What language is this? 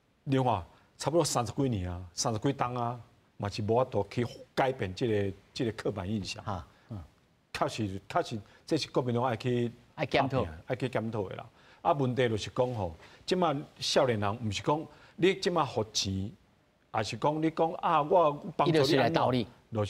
Min Nan Chinese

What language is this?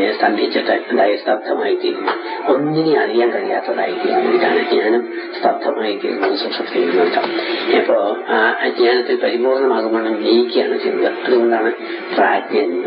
Malayalam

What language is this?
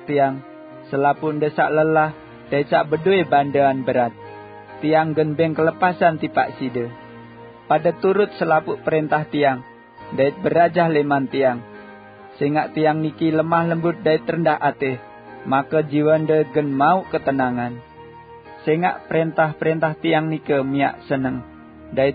Sasak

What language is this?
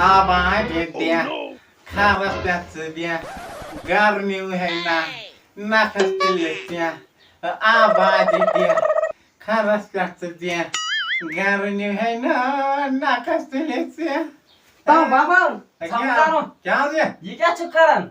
Kashmiri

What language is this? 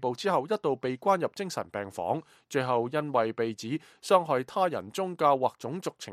Cantonese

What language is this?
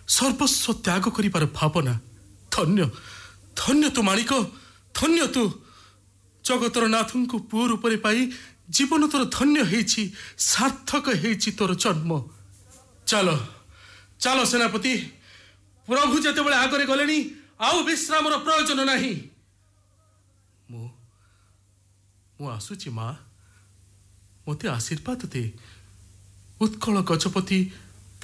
Odia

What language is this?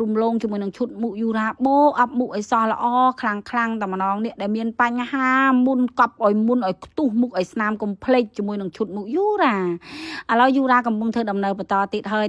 Khmer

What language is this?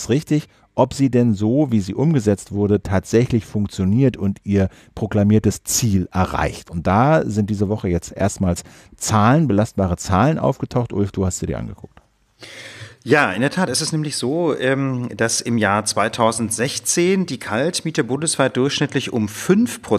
German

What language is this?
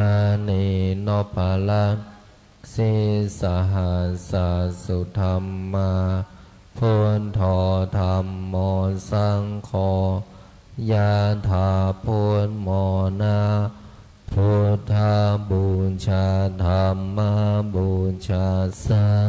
Pali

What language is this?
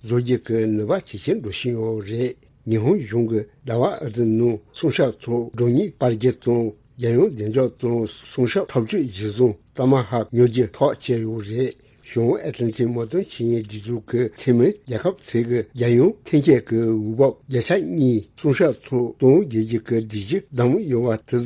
Tibetan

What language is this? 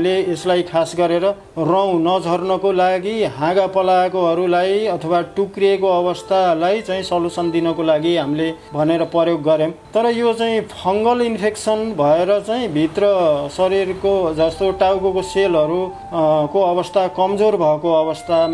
Nepali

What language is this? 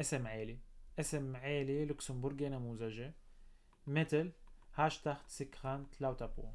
North Levantine Arabic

